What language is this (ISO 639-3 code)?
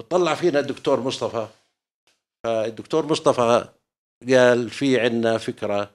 apc